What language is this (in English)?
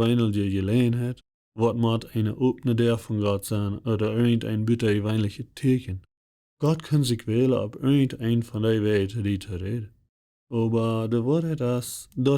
Plautdietsch